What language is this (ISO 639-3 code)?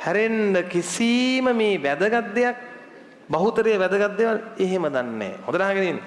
sin